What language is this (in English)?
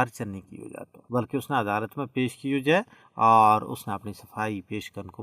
Gujari